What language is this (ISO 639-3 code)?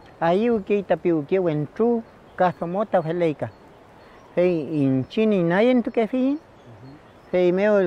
arn